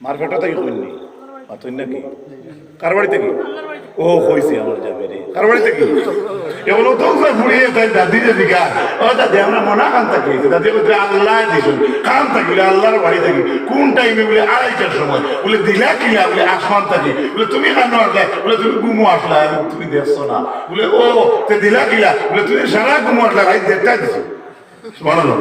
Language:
Sylheti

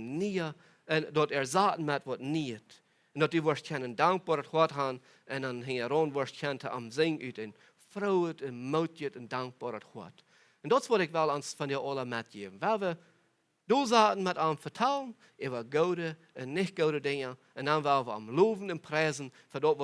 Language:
Plautdietsch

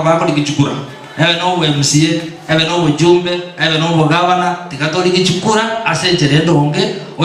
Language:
Gusii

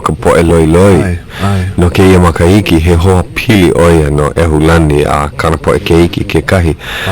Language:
Hawaiian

